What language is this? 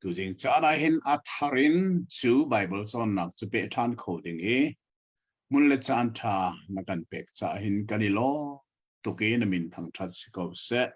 Hakha Chin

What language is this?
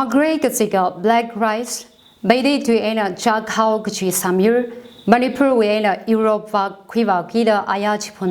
Tangkhul Naga (India)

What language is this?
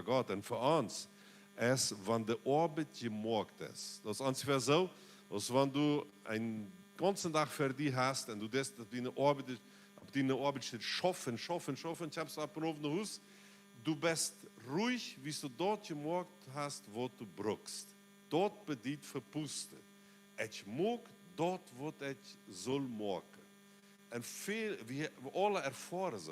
Plautdietsch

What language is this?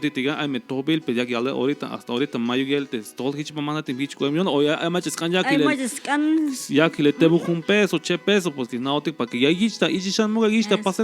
Tzeltal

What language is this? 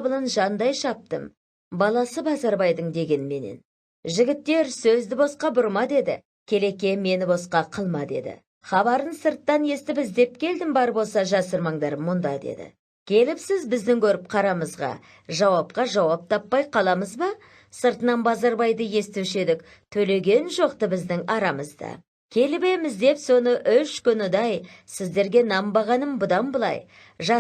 Kazakh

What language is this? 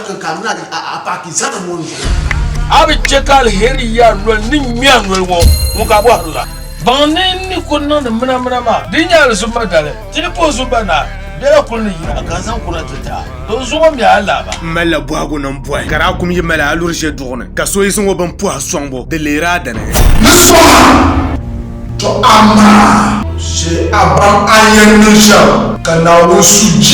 Dagbani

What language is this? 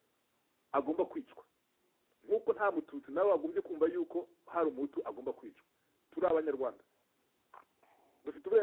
Kinyarwanda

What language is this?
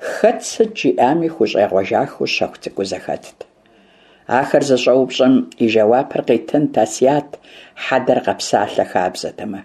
Kabardian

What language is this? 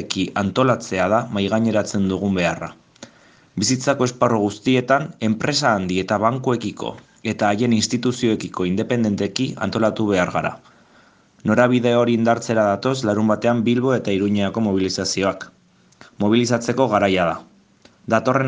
Basque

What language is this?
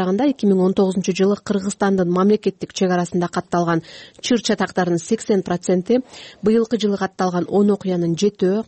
Kyrgyz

